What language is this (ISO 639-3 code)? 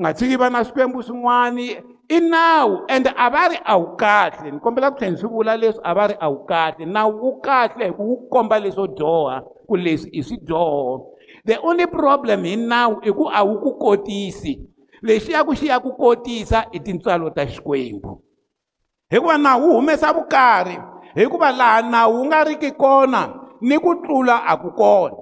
tso